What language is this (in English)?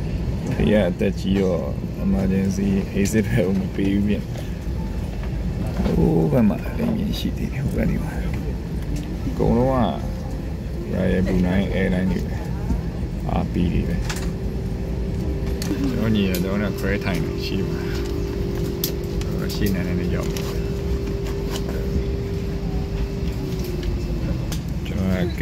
Burmese